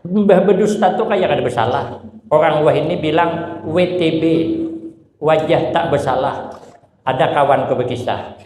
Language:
Banjar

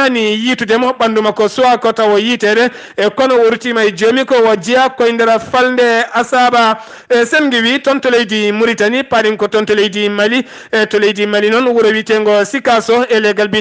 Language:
Fula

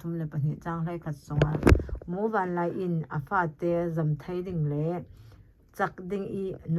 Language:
Falam Chin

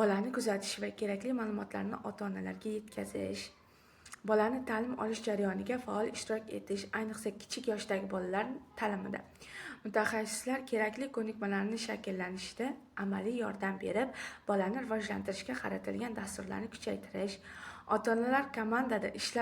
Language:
Uzbek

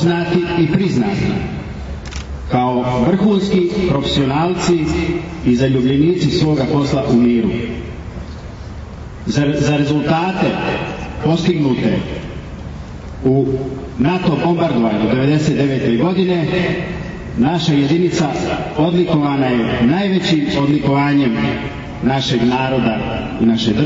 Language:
Serbian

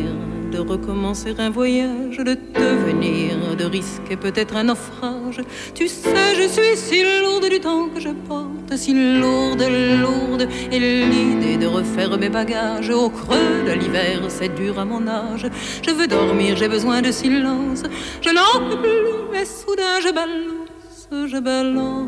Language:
French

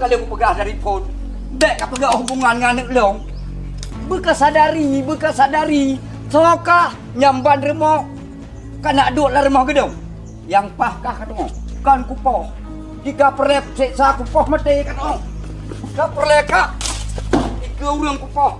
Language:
Achinese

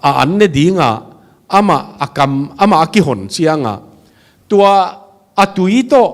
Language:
Tedim Chin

